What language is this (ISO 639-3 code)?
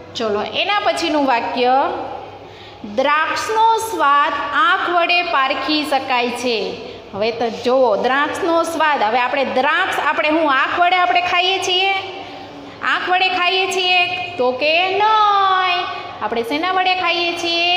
guj